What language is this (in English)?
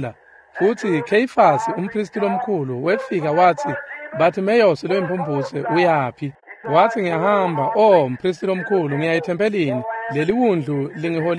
Swati